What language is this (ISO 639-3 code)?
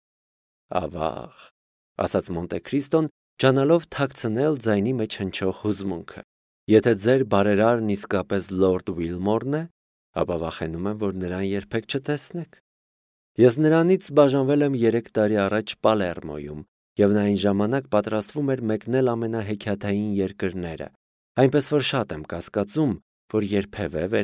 hye